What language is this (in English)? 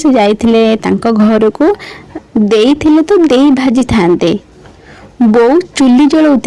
Odia